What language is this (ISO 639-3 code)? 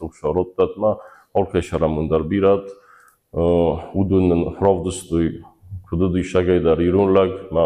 oss